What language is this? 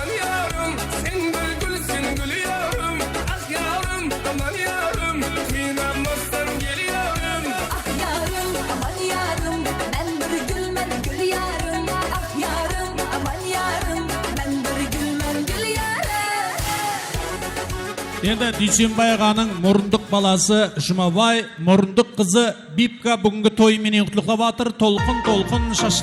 Kara-Kalpak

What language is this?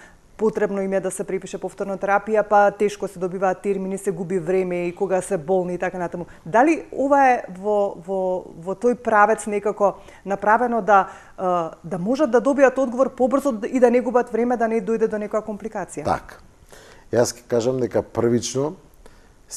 Macedonian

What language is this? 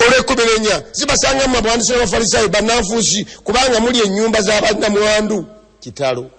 Ganda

